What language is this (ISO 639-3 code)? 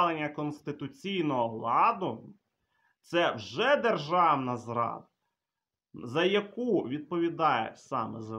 ukr